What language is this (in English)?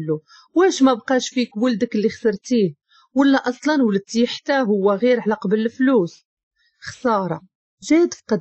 Moroccan Arabic